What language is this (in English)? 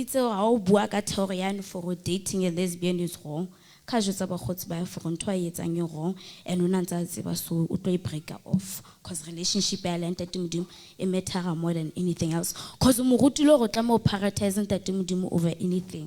Southern Sotho